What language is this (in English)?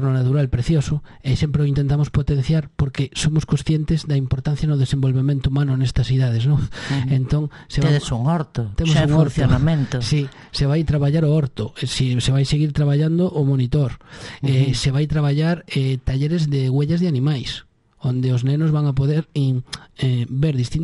Galician